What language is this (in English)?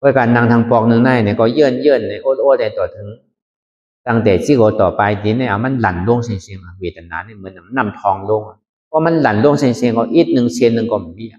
Shan